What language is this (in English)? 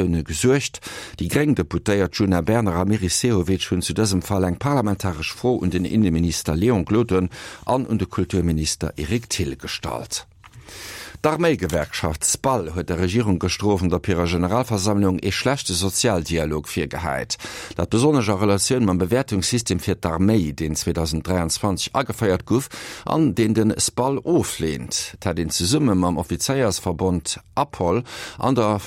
Luxembourgish